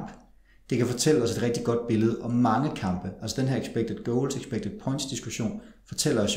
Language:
Danish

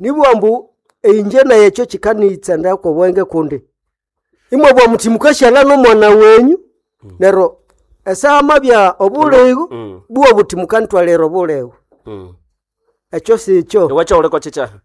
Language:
Nande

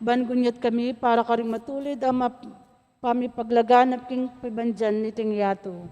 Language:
Pampanga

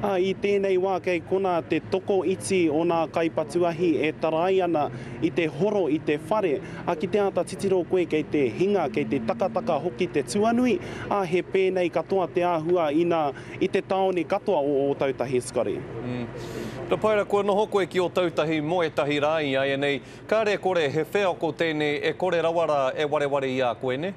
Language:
Māori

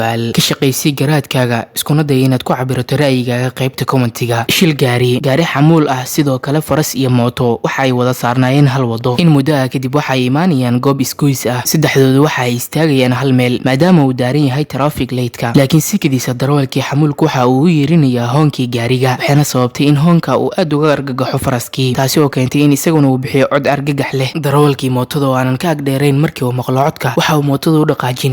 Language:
Somali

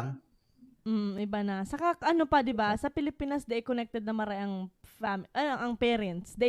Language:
Bikol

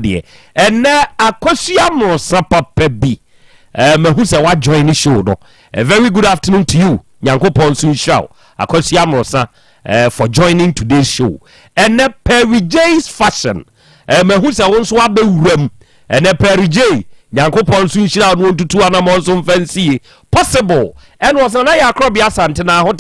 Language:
Akan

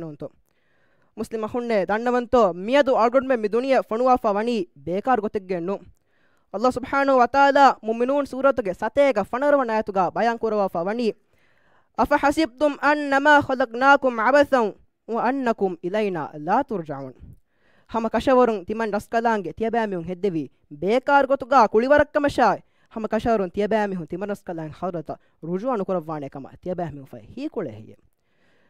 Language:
Divehi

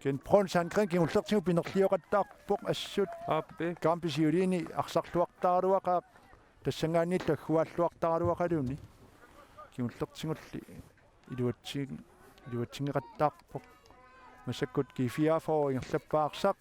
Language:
Kalaallisut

